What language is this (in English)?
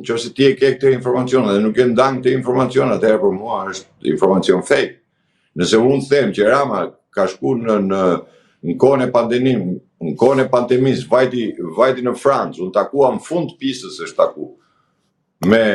Albanian